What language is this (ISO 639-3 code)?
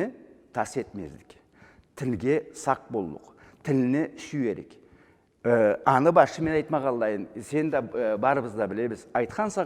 krc